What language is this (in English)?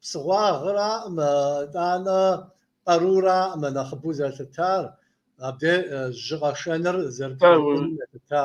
Kabardian